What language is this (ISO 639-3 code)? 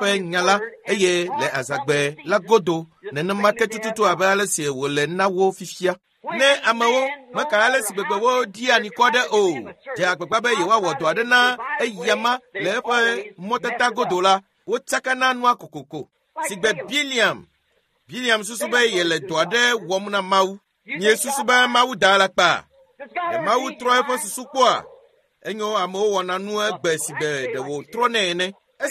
ewe